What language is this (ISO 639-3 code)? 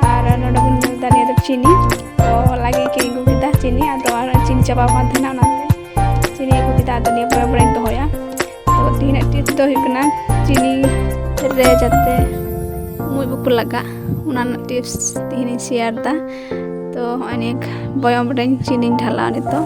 sat